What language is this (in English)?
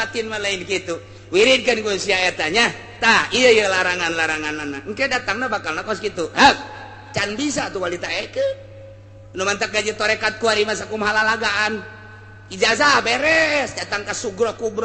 Sundanese